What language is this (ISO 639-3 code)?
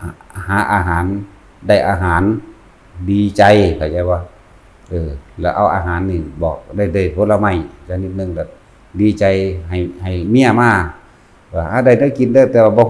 tts